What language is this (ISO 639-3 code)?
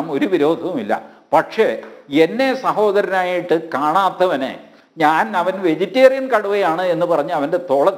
mal